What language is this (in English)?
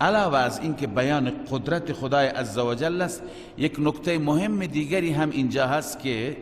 Persian